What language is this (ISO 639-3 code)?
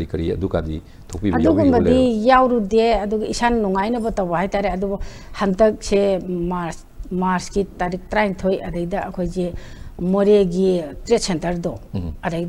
mni